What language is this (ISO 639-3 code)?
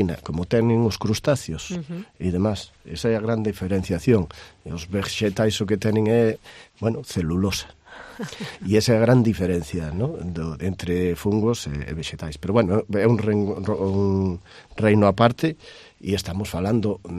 glg